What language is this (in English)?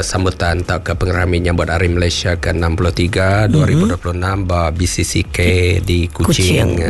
Iban